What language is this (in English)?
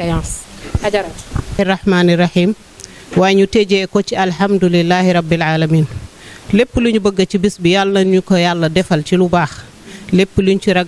Wolof